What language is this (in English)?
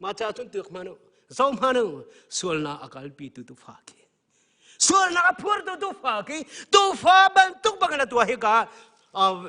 Hakha Chin